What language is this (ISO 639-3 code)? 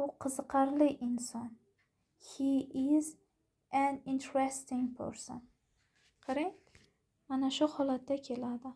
uzb